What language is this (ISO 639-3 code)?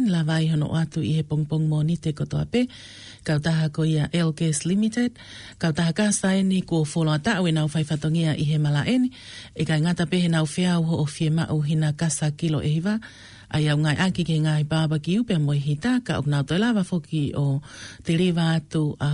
ton